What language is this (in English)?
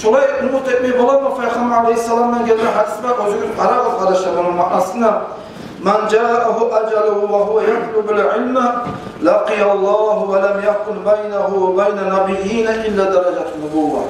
Kumyk